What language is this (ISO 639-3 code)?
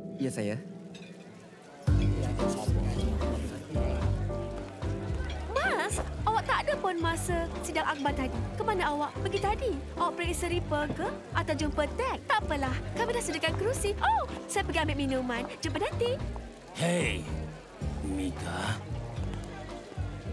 msa